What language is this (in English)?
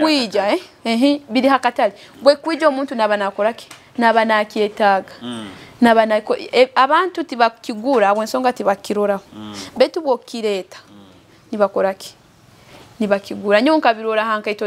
Nyoro